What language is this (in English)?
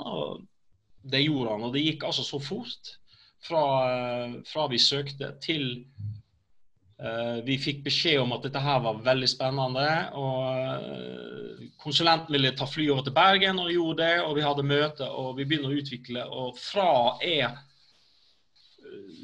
Norwegian